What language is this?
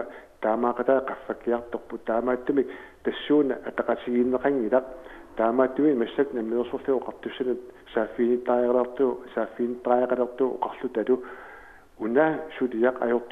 Kalaallisut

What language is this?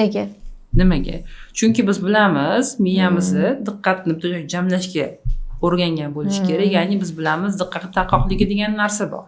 Uzbek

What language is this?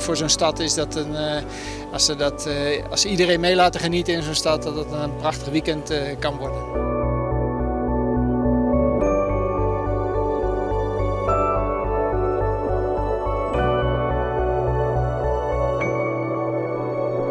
Dutch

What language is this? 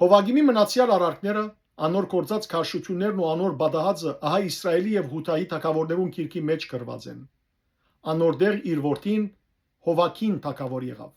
Western Armenian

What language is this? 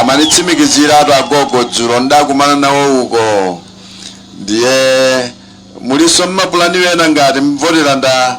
Nyanja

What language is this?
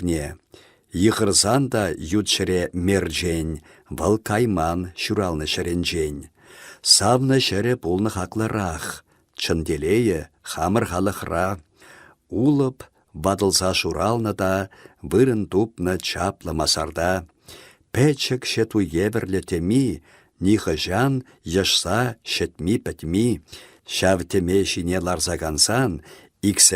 Chuvash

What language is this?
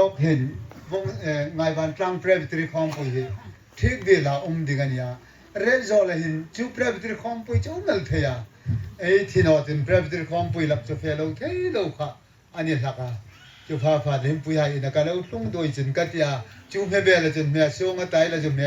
Hmar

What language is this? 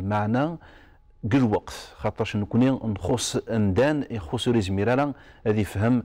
Kabyle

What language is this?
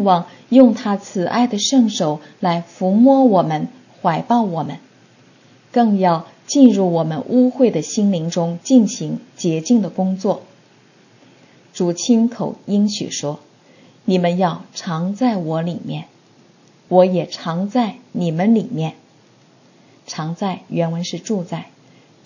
Chinese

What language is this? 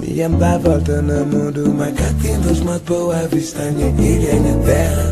Kabuverdianu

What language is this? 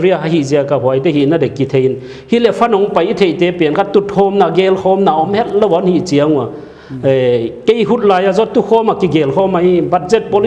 Paite Chin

